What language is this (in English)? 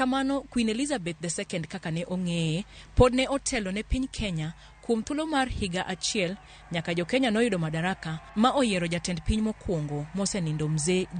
Luo (Kenya and Tanzania)